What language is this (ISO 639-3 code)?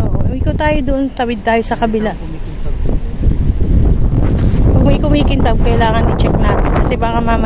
fil